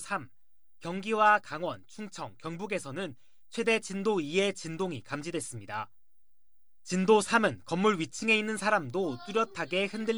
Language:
Korean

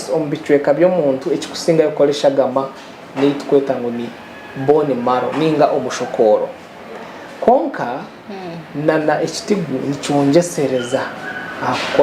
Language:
Nyankole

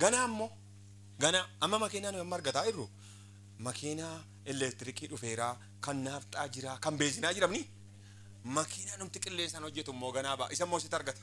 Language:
Oromo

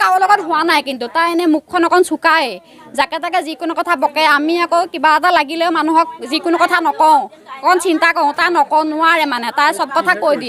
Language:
Assamese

